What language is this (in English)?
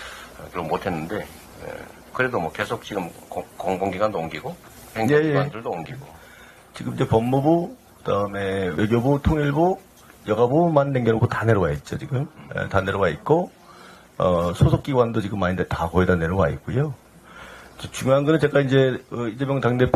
Korean